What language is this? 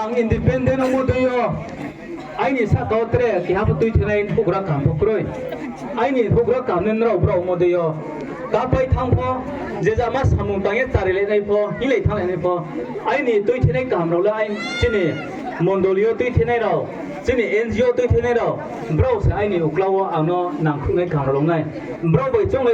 Riang (India)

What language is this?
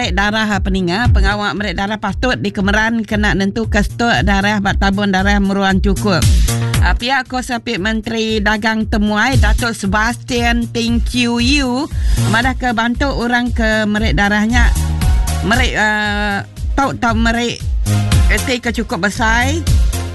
Iban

